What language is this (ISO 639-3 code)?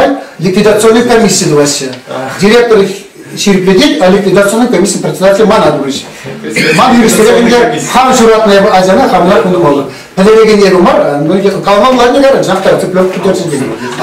chv